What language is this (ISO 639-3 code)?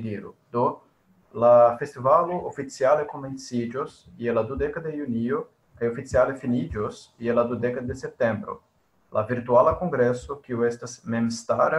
epo